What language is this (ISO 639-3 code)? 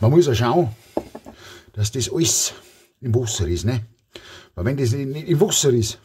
bar